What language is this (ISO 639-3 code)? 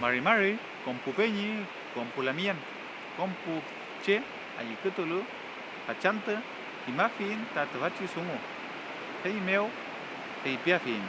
arn